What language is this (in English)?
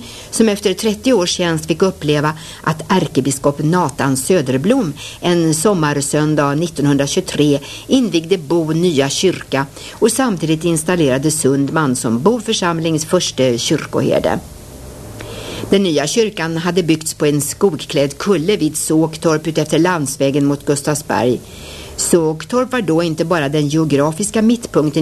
Swedish